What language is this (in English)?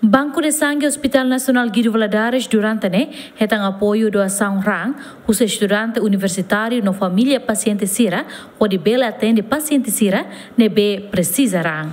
Tetum